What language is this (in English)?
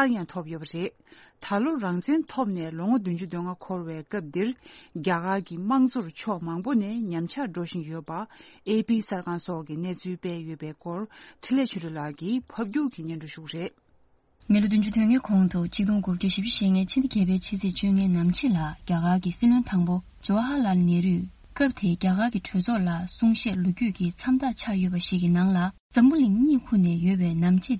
Tibetan